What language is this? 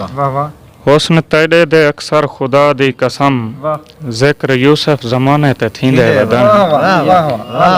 Saraiki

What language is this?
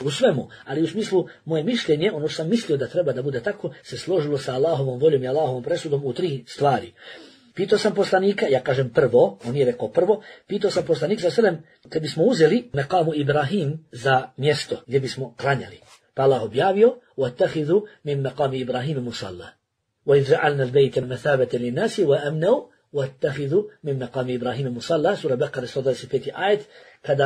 Bosnian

